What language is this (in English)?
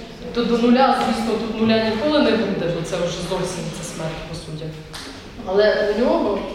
Ukrainian